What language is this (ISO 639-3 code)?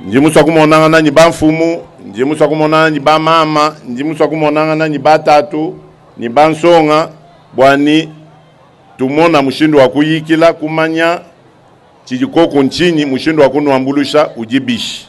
lua